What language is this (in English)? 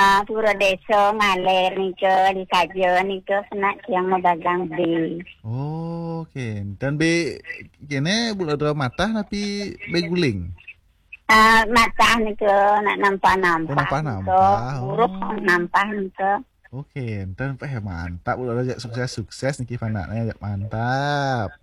Balinese